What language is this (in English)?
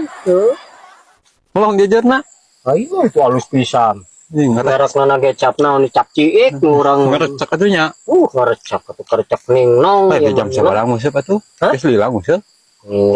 Sundanese